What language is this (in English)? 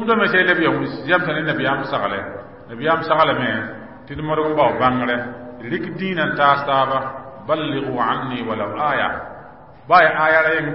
Mossi